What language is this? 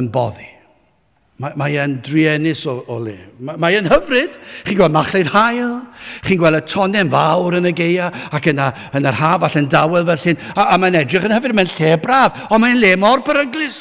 Welsh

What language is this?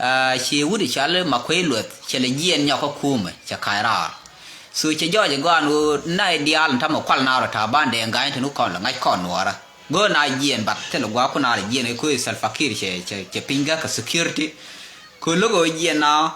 Nuer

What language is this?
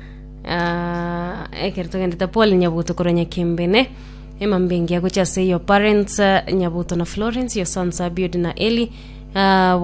Gusii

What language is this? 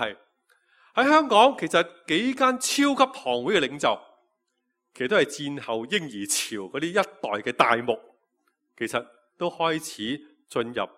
Cantonese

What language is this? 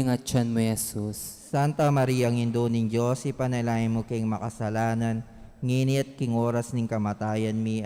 Pampanga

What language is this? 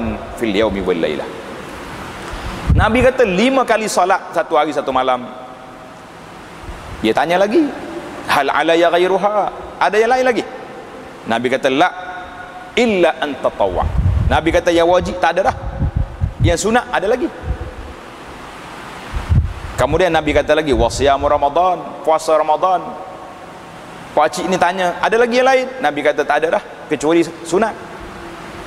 Malay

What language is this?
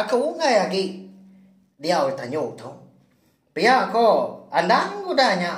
Iban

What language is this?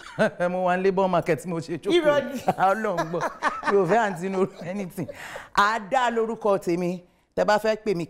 Yoruba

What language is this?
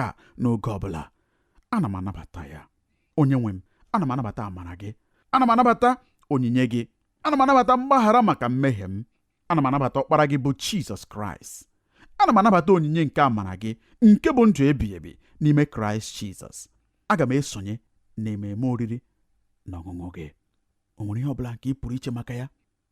Igbo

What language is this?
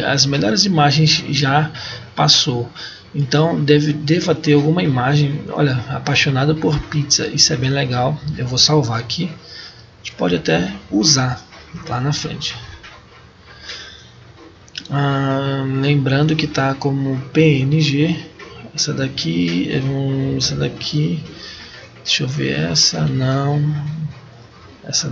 Portuguese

